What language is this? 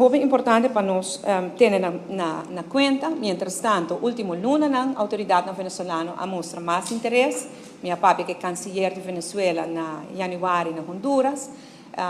Papiamento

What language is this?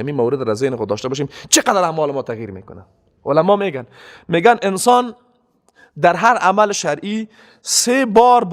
Persian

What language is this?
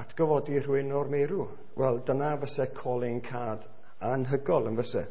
Welsh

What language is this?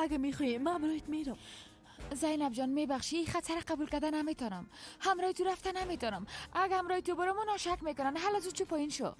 Persian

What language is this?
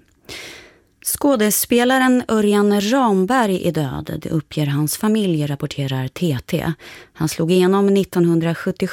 Swedish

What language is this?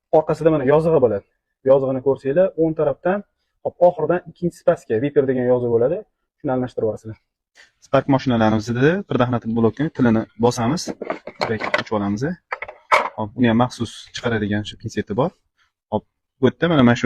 Uzbek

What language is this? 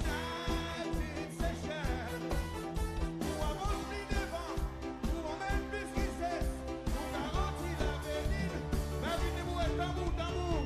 Seselwa Creole French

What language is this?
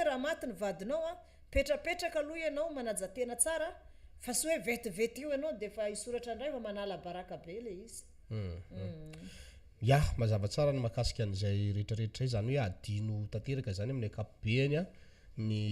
Malagasy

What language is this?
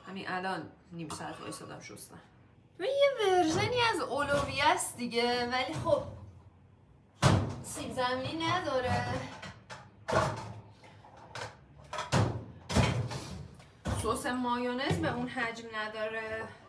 Persian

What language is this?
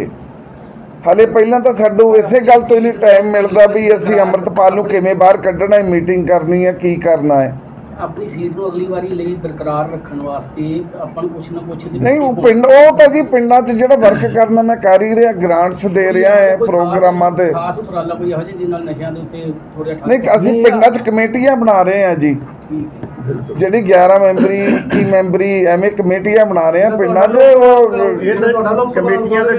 Punjabi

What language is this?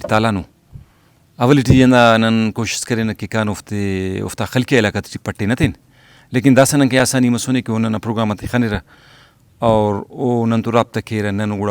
Brahui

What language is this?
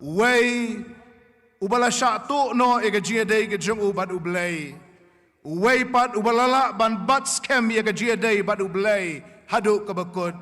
Khasi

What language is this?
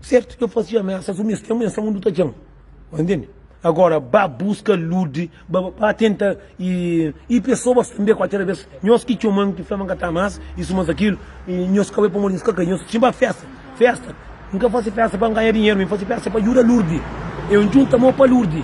Kabuverdianu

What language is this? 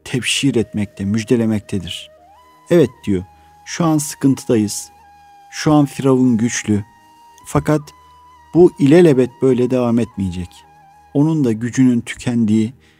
Turkish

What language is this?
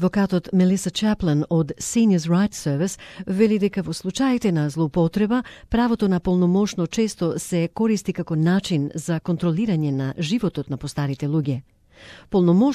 Macedonian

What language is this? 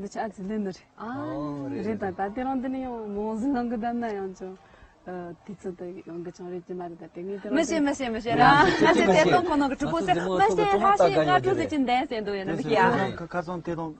Tibetan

